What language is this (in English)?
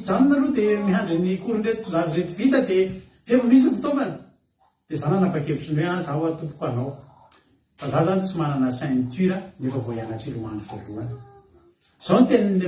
Malagasy